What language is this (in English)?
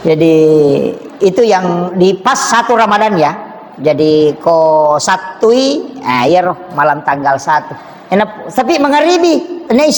Buginese